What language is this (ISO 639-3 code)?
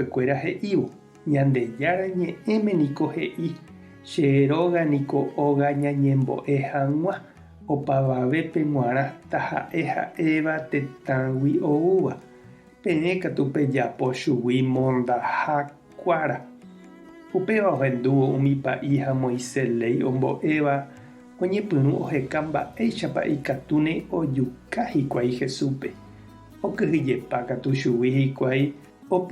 grn